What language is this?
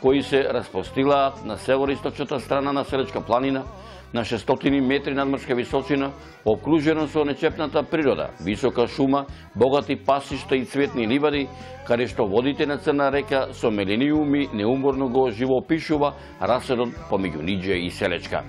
Macedonian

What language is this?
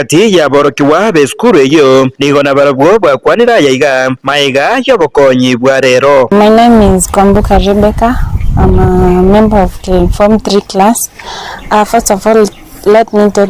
Gusii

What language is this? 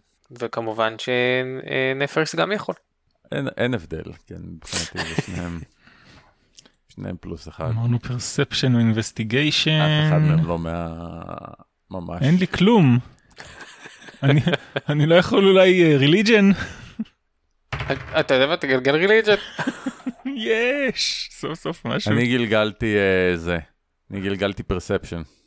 Hebrew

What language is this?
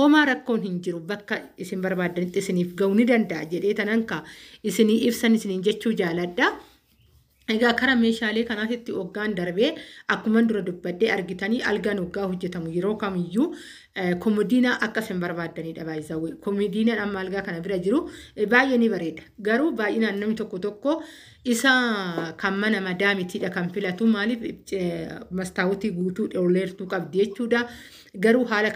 Oromo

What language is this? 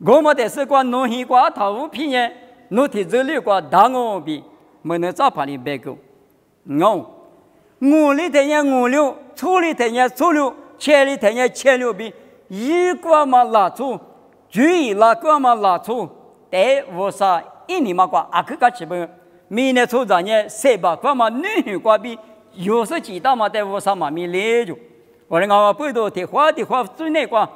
Lisu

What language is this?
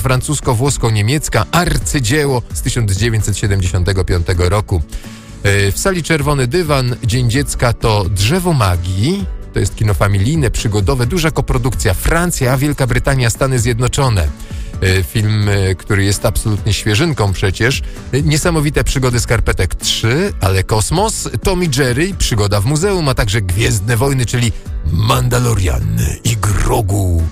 Polish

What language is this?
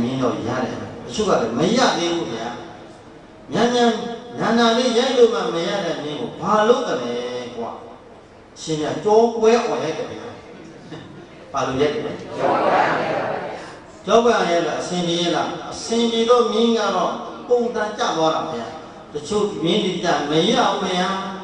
Burmese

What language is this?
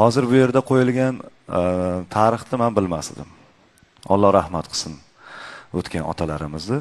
Uzbek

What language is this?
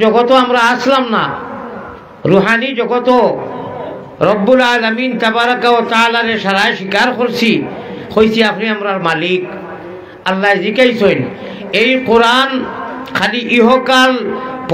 Sylheti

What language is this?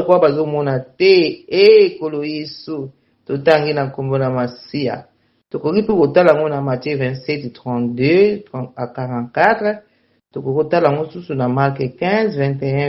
Lingala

